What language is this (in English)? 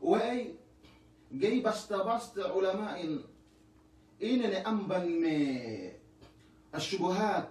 Yakan